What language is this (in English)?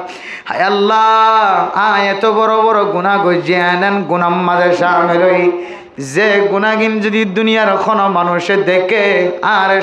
Rohingya